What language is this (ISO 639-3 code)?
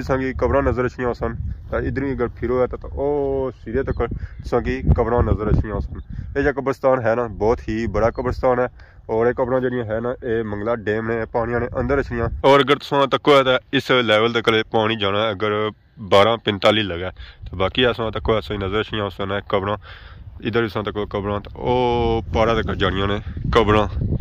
phr